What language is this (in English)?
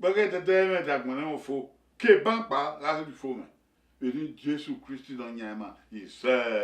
Bini